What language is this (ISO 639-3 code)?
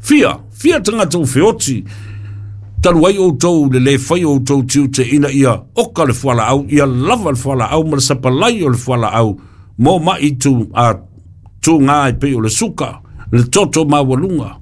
smo